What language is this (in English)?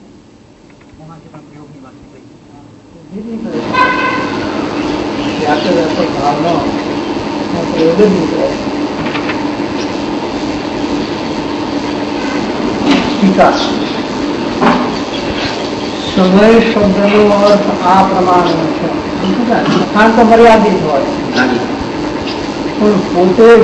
Gujarati